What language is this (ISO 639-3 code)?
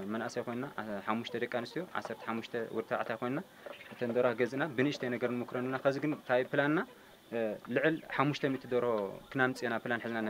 tir